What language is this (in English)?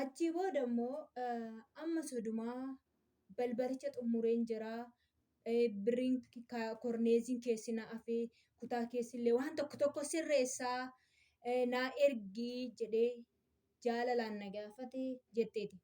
Oromo